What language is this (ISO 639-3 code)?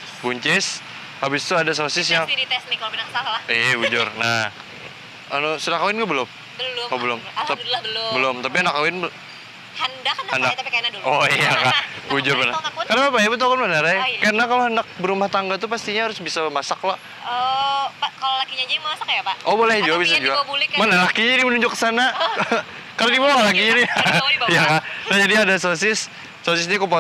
bjn